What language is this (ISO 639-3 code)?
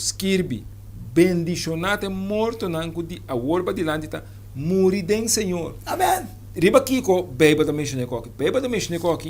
pap